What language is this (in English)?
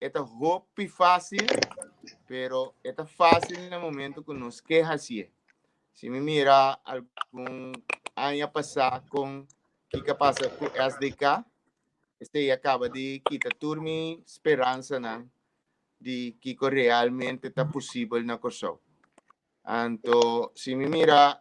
Papiamento